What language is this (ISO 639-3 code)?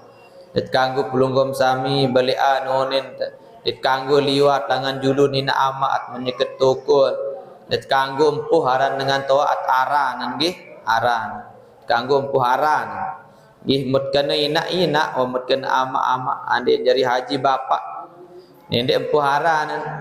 sas